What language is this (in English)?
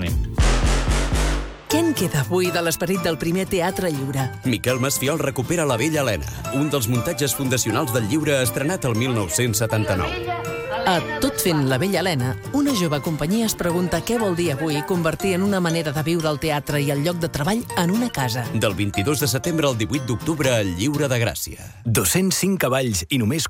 Catalan